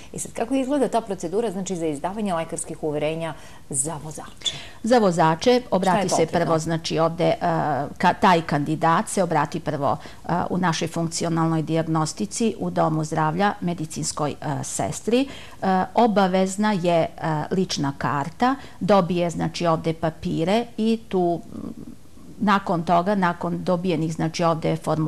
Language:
Serbian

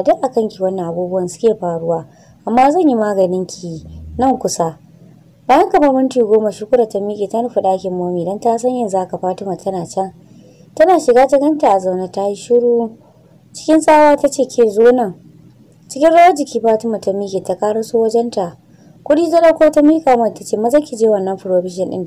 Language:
Hausa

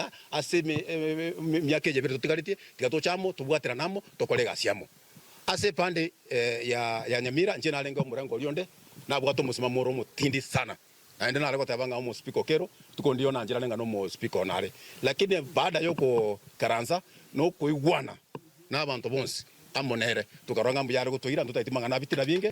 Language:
Gusii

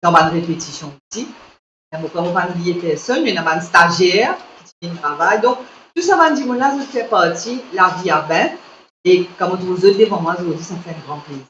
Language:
Morisyen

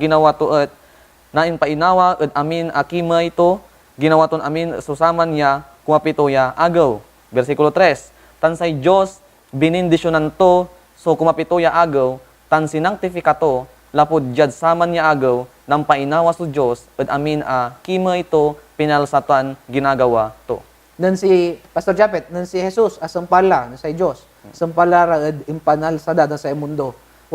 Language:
Pangasinan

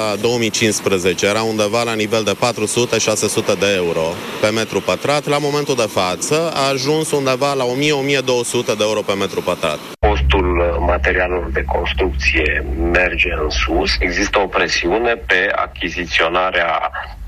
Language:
Romanian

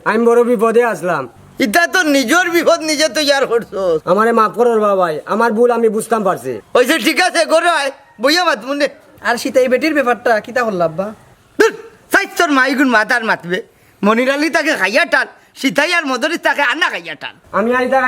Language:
Sylheti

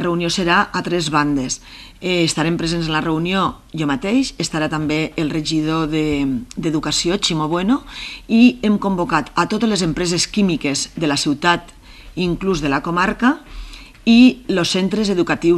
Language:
Catalan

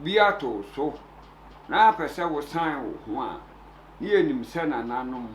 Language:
Akan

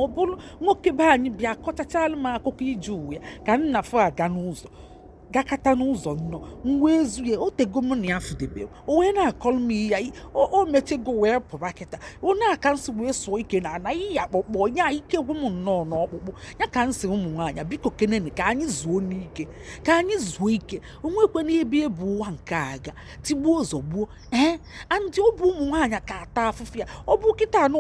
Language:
Igbo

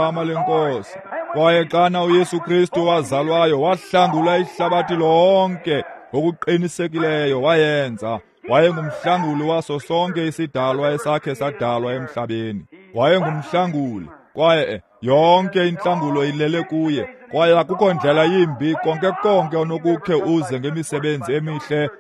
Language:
Xhosa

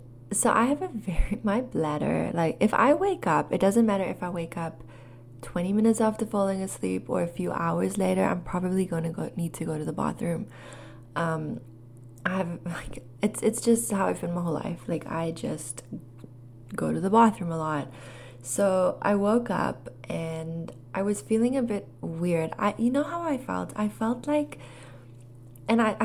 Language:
English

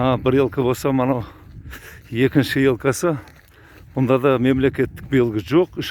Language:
Kazakh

